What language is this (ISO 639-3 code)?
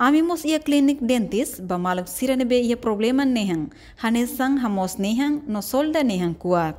tet